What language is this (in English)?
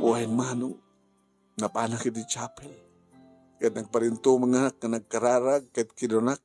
Iloko